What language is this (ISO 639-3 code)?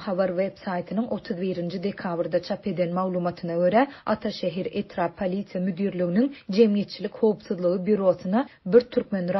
tuk